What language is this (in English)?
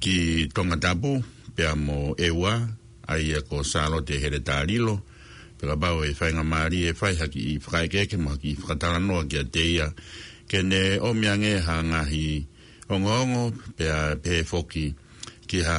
Tongan